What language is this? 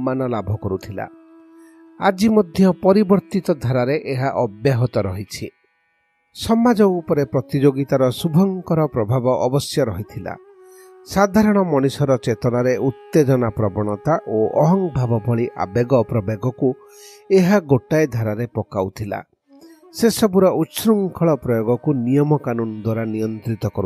Odia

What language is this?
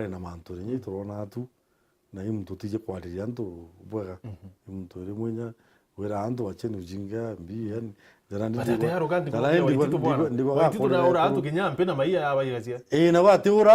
Meru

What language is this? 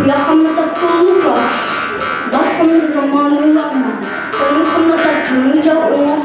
Yakut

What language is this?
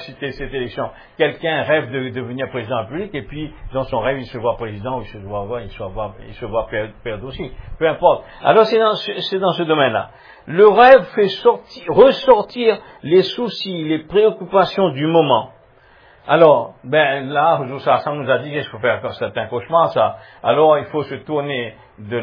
French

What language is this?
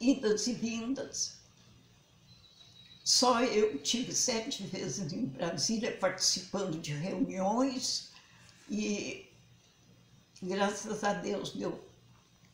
Portuguese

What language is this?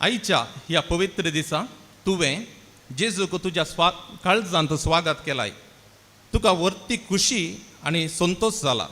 Konkani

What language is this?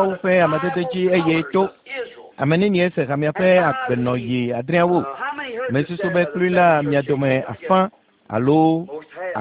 Ewe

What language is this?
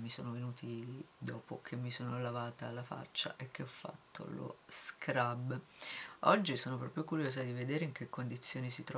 Italian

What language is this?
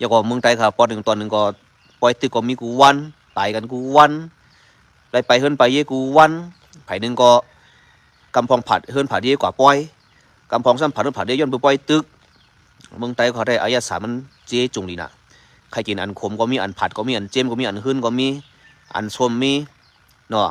Shan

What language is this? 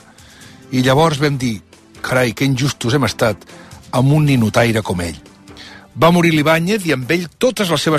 Catalan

